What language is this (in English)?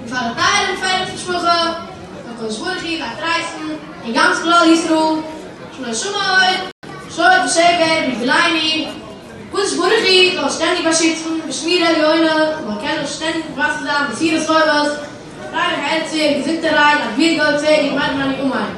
Yiddish